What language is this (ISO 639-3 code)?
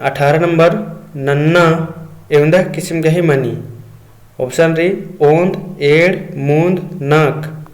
kru